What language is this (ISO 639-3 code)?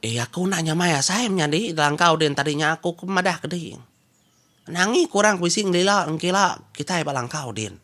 iba